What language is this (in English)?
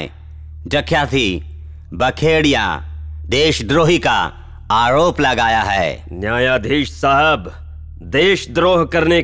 Hindi